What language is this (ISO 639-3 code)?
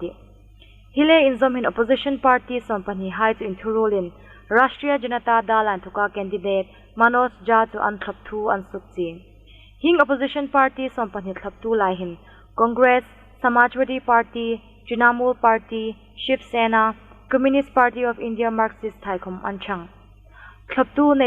hmr